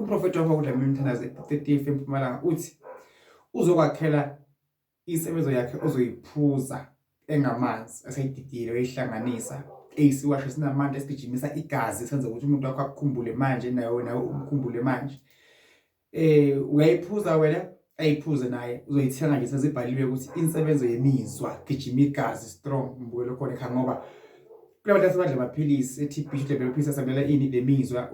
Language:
Zulu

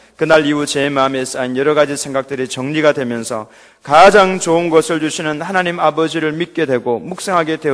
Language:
Korean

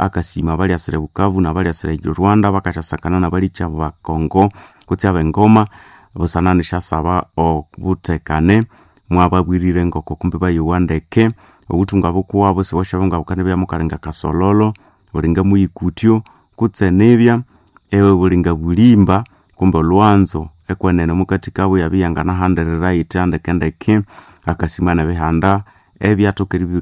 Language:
Nande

